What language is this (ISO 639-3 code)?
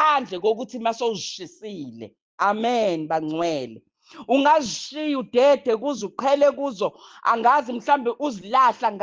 zul